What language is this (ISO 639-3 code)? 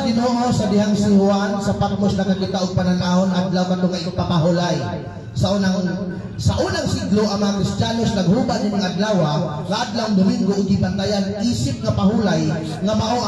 ceb